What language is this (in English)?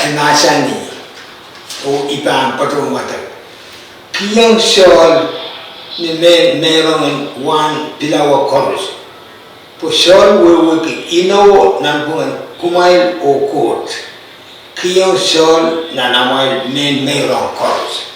Pohnpeian